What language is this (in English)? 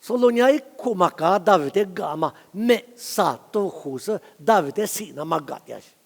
Lisu